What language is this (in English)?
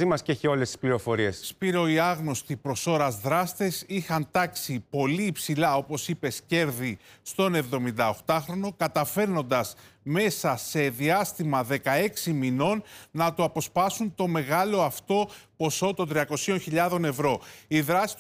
Greek